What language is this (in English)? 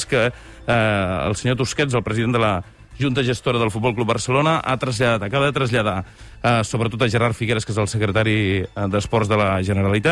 Catalan